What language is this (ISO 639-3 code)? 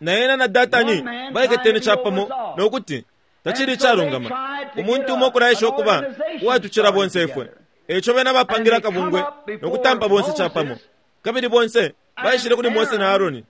bem